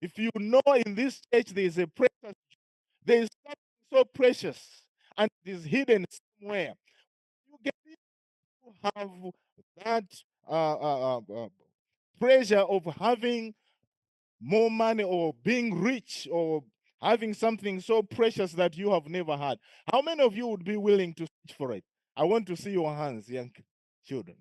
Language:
English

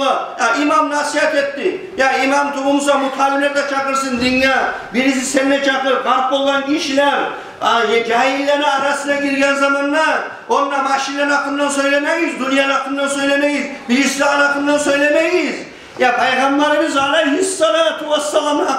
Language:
Kumyk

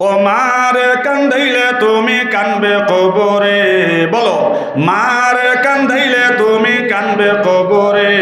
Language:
Sylheti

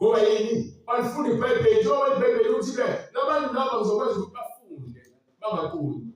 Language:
Zulu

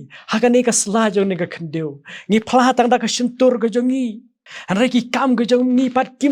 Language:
Khasi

